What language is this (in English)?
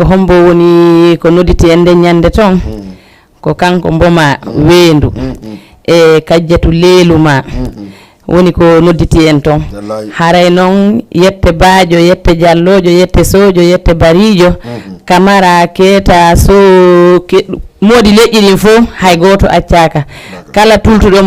Fula